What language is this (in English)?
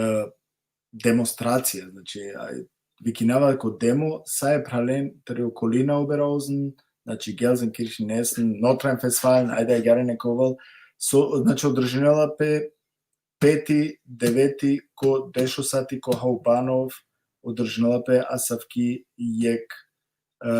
Balkan Romani